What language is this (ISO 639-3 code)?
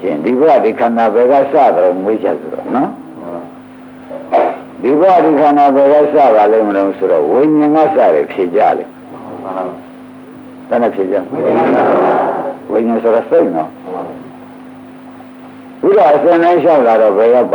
mya